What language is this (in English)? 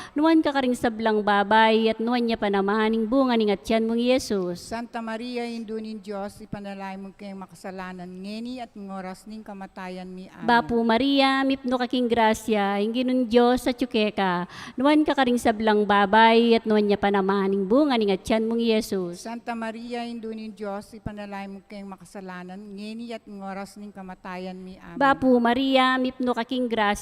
Pampanga